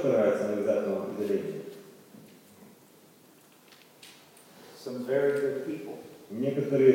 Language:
Russian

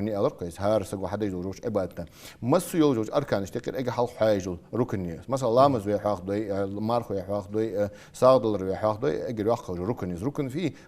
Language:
Ingush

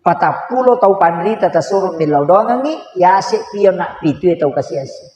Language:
Buginese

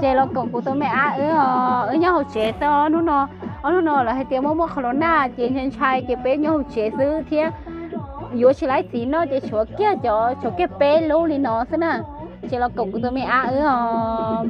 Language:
Hmong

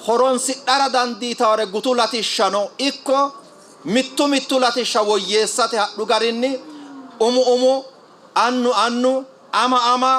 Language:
Sidamo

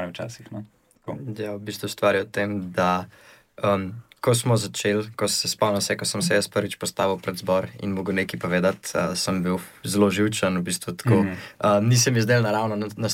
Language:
Slovenian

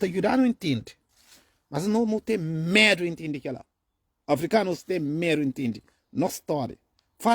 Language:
Kabuverdianu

